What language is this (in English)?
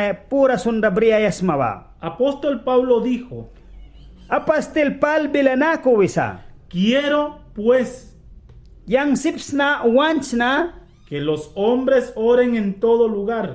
Mískito